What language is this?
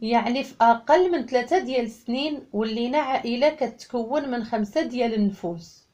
Moroccan Arabic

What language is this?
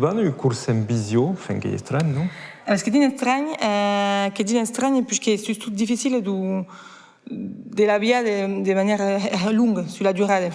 Occitan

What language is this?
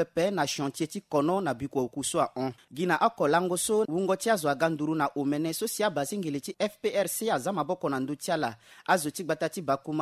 Sango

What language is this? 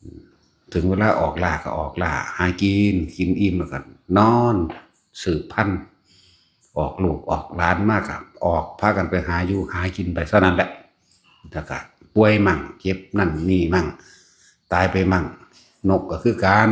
Northeastern Thai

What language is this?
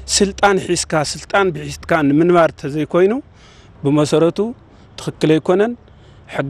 Tigrinya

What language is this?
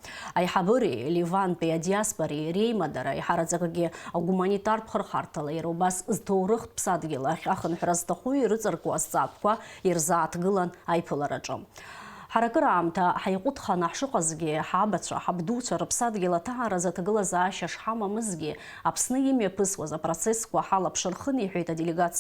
Abkhazian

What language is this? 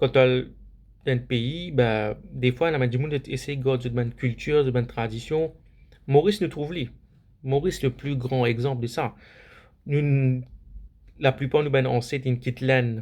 Morisyen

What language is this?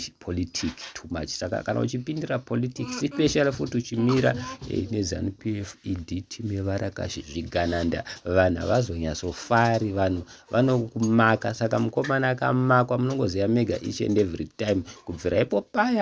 Shona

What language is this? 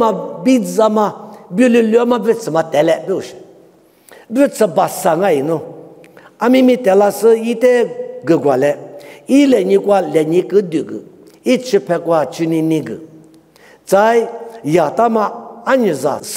Lisu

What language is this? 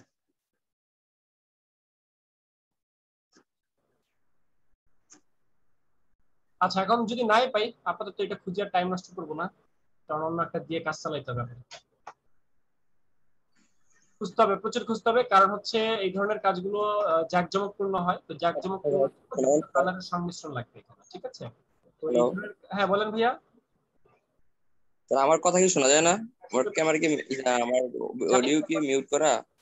Bangla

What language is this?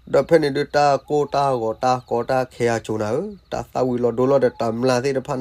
S'gaw Karen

